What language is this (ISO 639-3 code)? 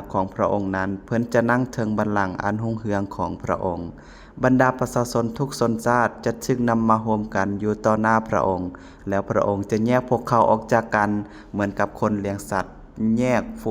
lao